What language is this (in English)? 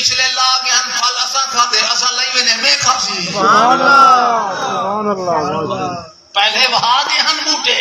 Saraiki